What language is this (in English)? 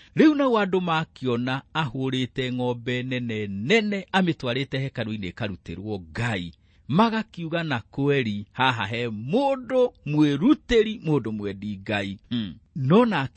Kikuyu